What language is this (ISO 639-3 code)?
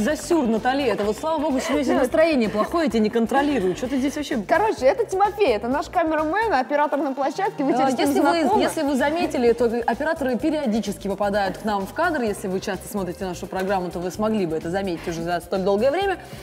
rus